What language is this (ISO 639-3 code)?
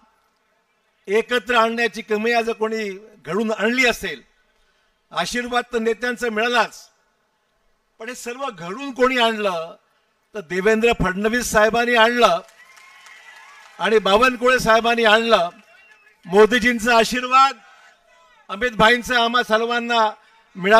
mar